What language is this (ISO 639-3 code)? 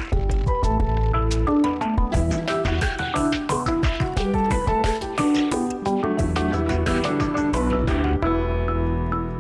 udm